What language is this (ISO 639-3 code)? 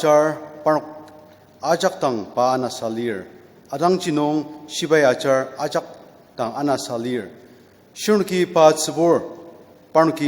njo